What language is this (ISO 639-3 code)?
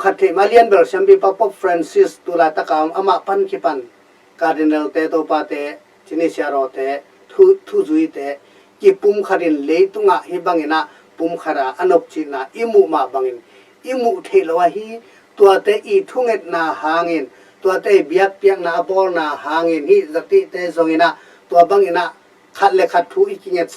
ctd